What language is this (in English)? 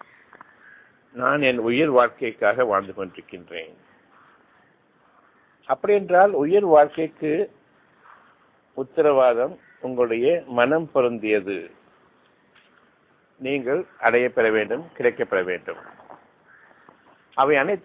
Tamil